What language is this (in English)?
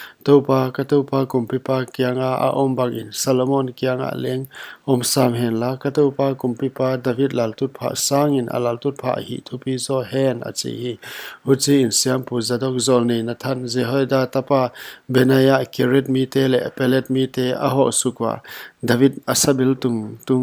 Paite Chin